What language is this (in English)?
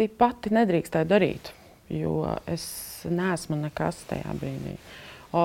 Latvian